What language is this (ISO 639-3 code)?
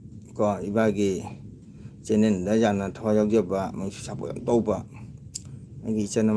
mni